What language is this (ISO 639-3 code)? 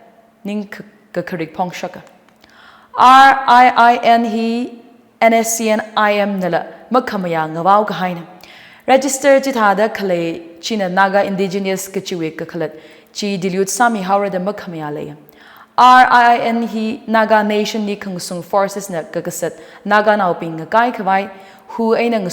nmf